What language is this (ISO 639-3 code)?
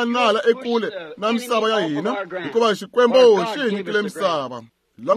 tso